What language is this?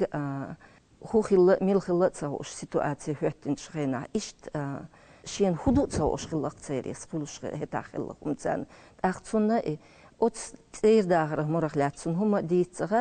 Chechen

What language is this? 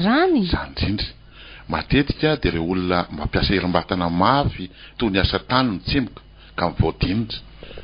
Malagasy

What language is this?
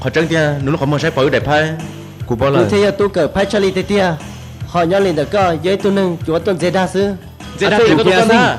Hmong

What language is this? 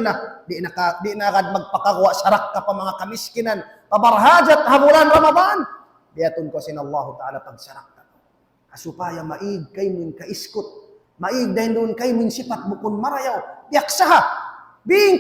Tausug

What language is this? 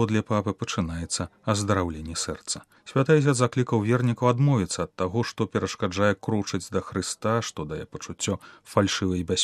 Belarusian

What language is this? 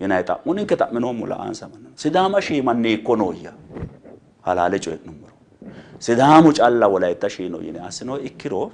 Sidamo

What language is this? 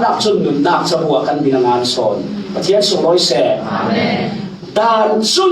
Falam Chin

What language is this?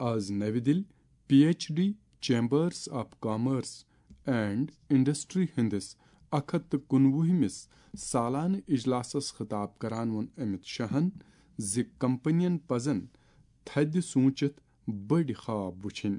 Kashmiri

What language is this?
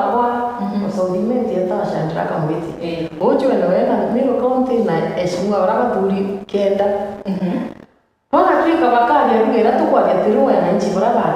Meru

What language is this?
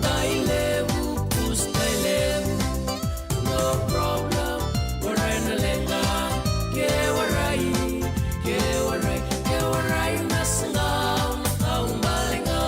Fijian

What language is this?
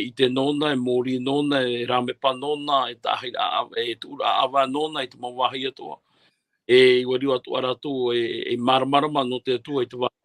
Tahitian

